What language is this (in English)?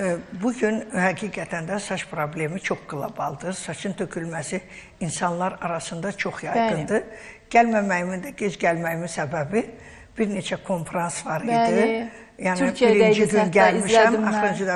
Azerbaijani